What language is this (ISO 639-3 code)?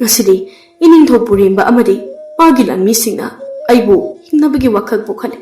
mni